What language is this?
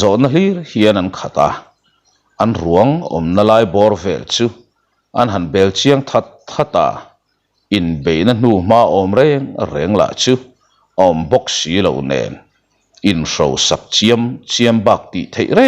Mizo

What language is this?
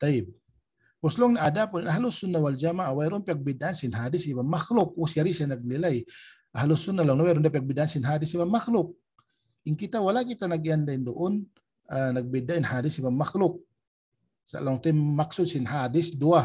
Tausug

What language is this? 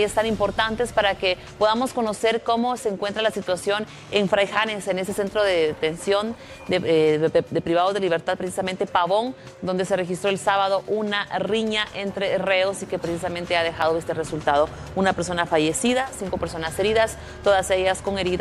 Spanish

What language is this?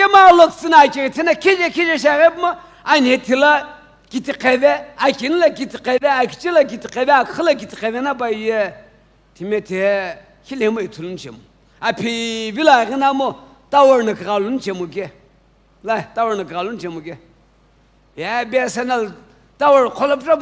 Sumi Naga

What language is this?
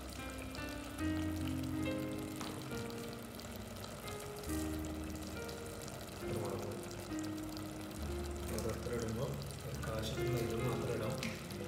Malayalam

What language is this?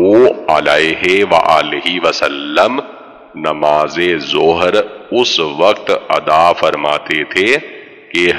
Urdu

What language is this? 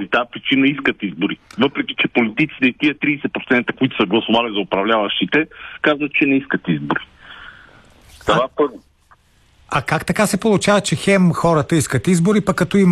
Bulgarian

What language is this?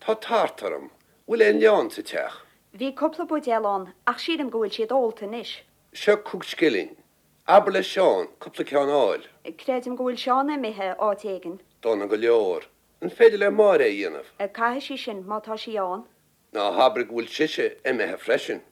Irish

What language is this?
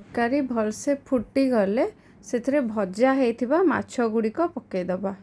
Odia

